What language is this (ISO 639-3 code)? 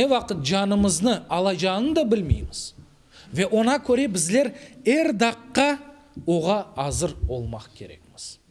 crh